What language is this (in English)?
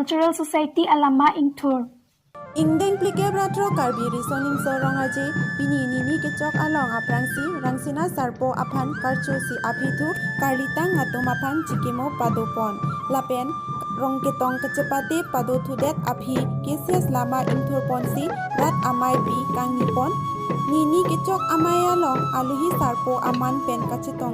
Karbi